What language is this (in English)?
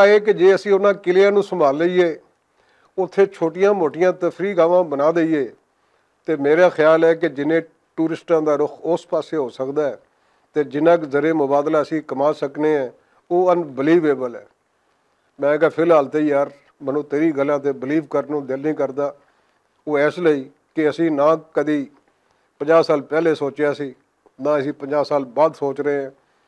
Western Panjabi